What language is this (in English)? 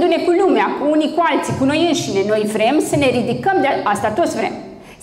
Romanian